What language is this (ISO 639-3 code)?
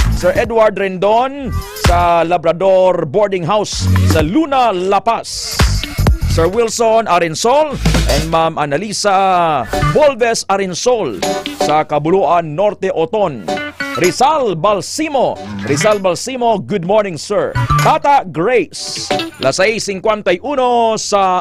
hil